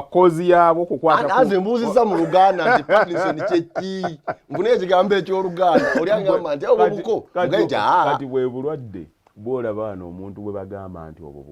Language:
Ganda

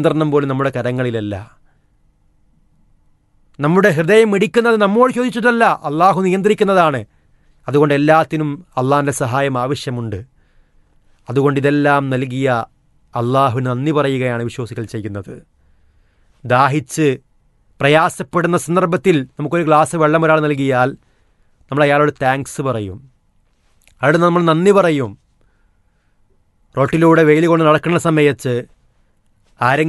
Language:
Malayalam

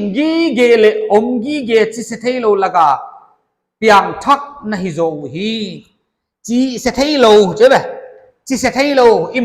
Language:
Paite Chin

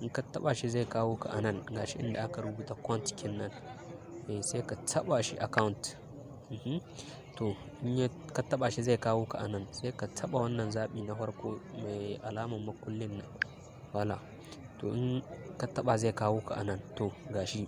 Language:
Hausa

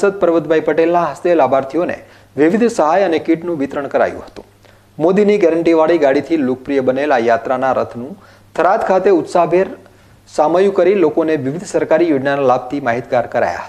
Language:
Gujarati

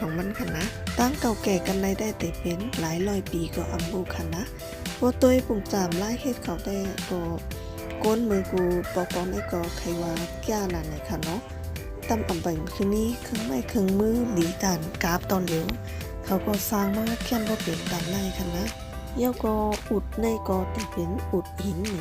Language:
Shan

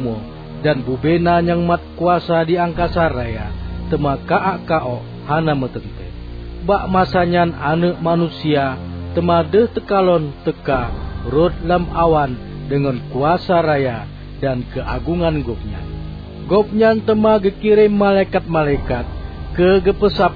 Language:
Achinese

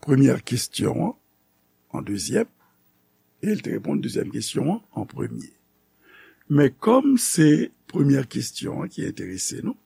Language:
Haitian Creole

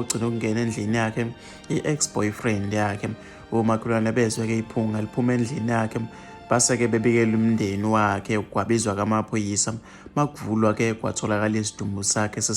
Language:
Zulu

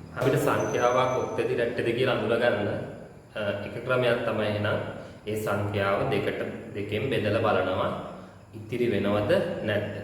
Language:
Sinhala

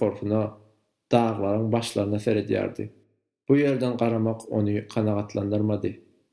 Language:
Turkmen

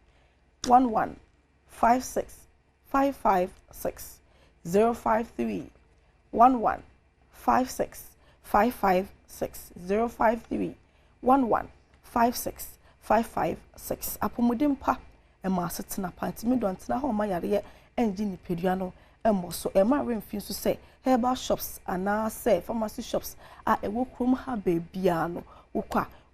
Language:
Akan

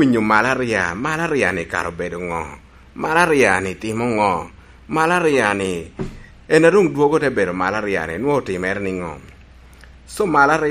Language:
Lango (Uganda)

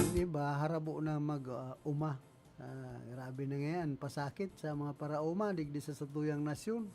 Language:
Bikol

